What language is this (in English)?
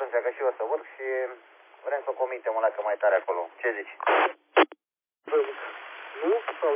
Romanian